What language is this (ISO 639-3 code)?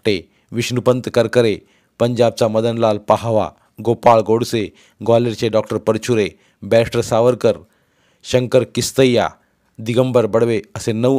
mar